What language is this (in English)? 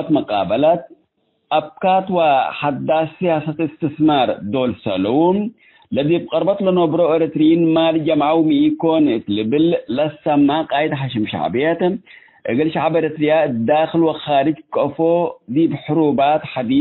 Tigre